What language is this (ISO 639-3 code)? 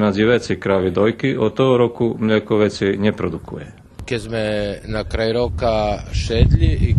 rue